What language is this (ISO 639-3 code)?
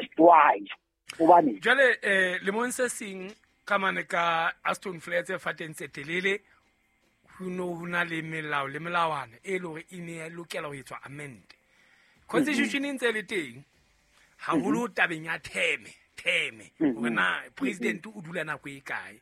sot